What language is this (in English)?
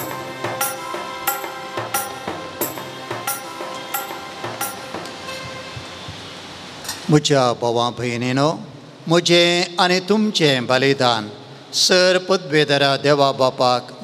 Konkani